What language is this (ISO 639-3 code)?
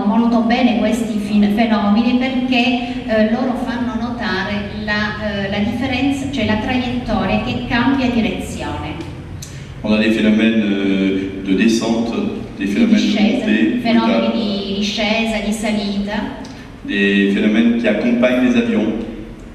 ita